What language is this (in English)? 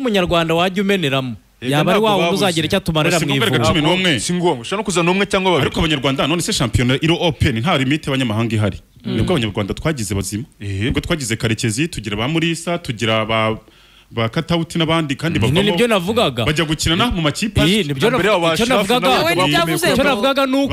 Kinyarwanda